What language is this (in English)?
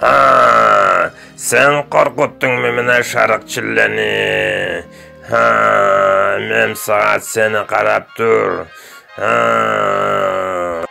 Karachay-Balkar